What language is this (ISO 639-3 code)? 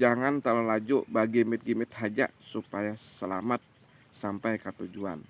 bjn